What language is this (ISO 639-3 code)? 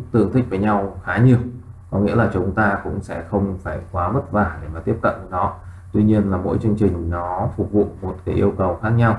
vie